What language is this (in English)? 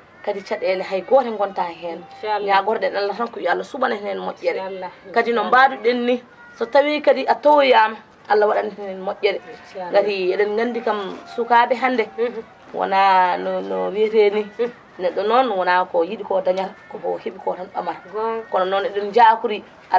Fula